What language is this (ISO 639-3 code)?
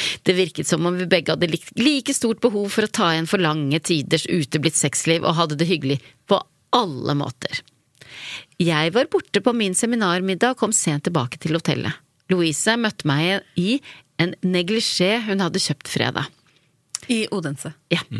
nor